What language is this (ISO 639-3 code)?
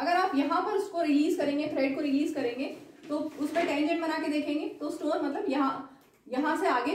hin